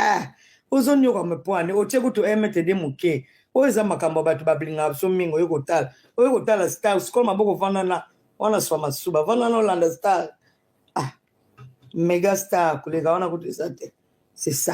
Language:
Lingala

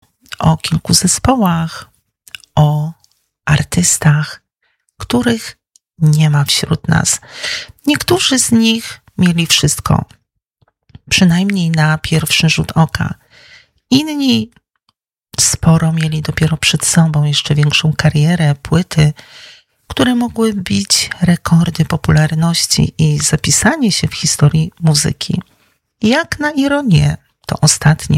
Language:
Polish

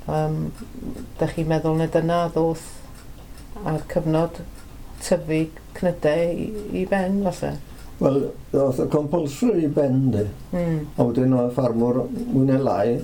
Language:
Welsh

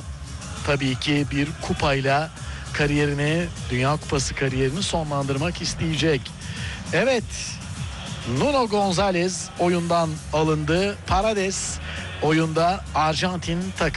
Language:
Turkish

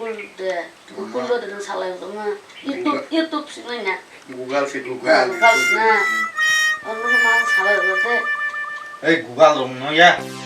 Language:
Kok Borok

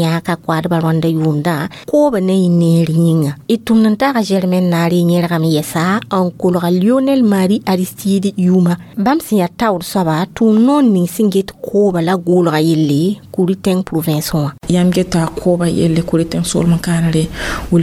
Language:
Mossi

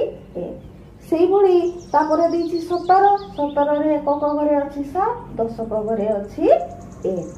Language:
Odia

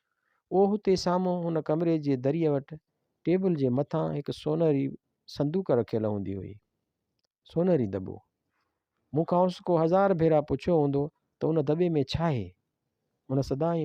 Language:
Sindhi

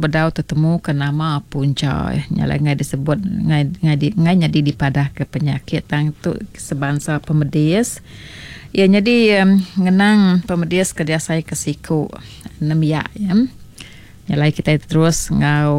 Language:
Iban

